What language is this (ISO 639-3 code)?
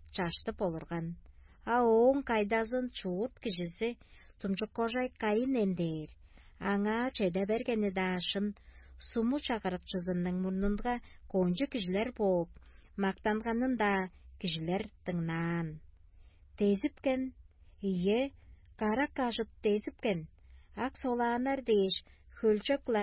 tyv